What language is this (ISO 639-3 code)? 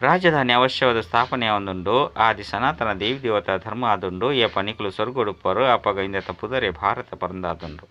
tcy